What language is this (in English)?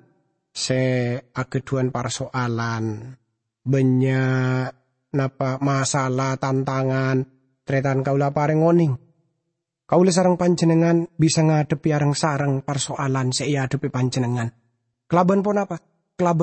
Madurese